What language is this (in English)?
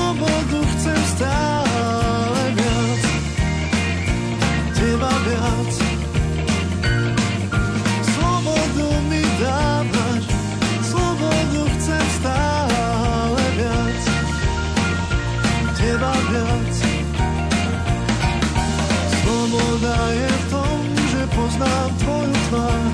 Slovak